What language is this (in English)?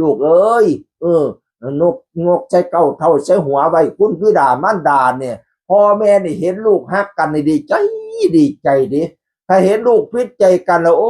Northeastern Thai